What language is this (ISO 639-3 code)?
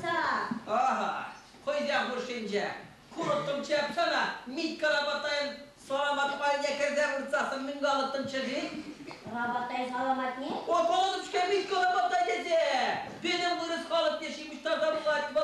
chv